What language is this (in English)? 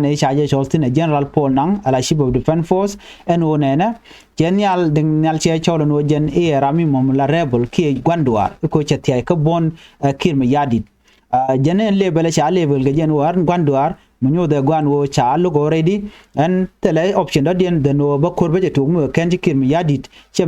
Nuer